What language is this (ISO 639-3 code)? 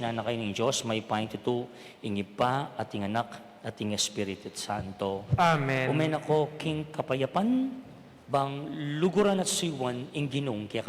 pam